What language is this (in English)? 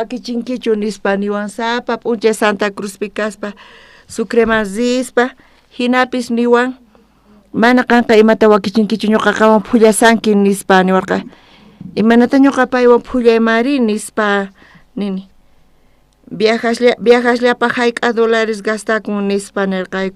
South Bolivian Quechua